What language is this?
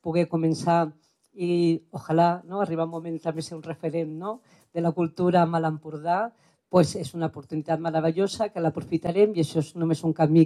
Catalan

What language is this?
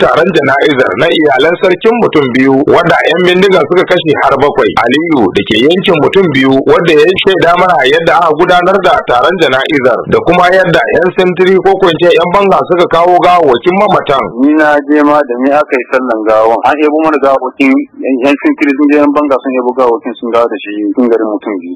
Hausa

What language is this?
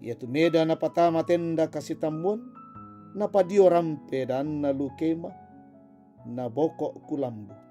Toraja-Sa'dan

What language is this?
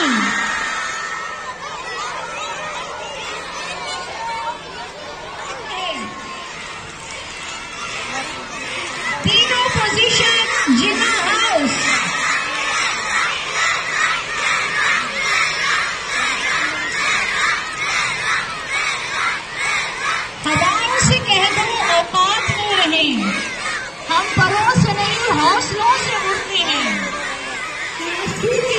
Hindi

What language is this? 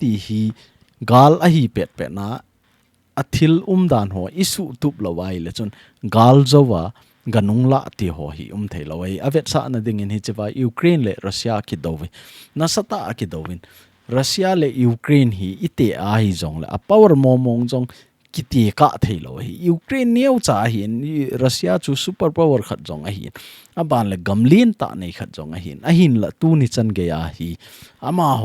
Thado Chin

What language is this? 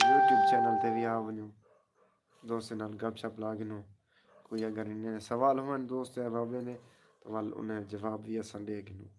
Saraiki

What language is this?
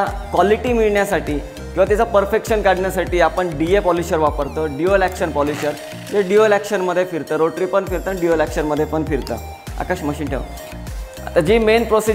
Marathi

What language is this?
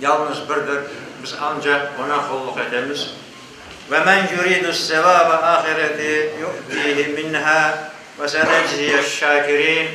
Crimean Tatar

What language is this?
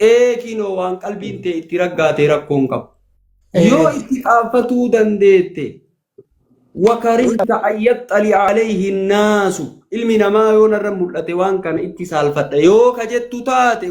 Oromo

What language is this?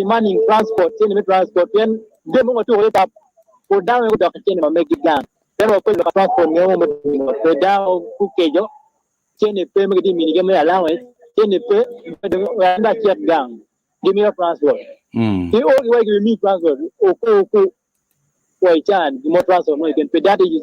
Acoli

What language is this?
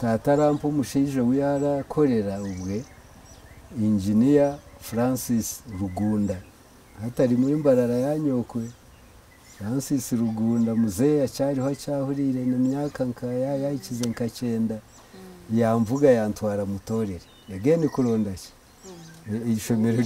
Nyankole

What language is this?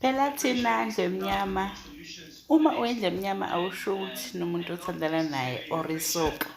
Zulu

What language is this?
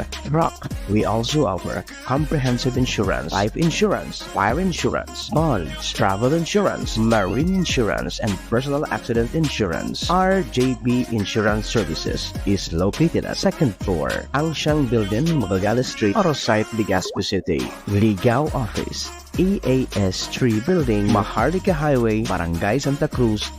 Bikol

